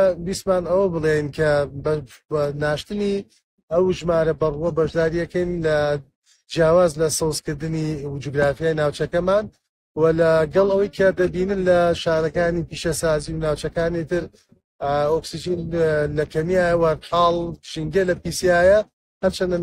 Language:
Central Kurdish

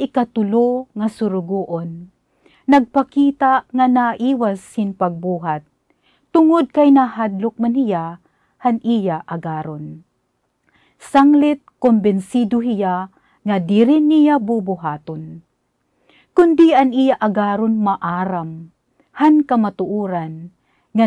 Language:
Waray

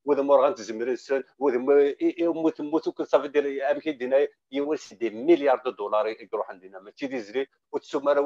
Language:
Kabyle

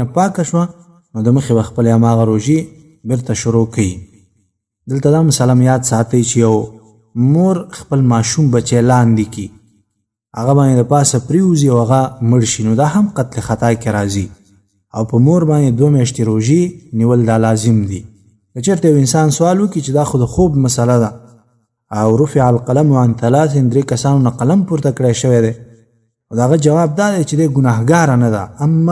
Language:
Pashto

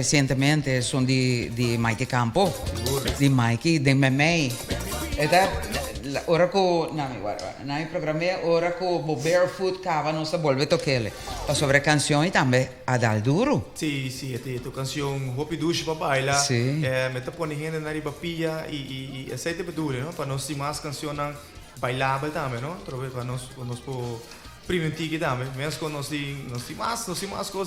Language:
Papiamento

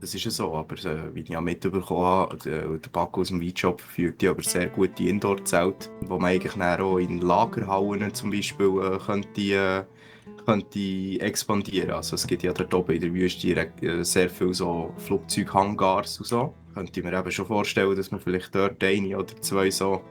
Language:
Swiss German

